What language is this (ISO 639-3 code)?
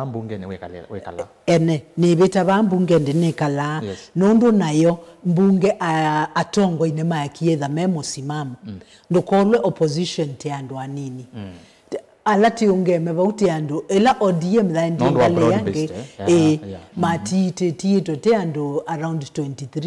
kam